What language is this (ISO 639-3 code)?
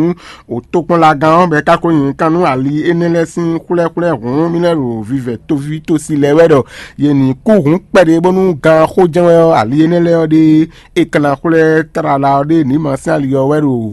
fon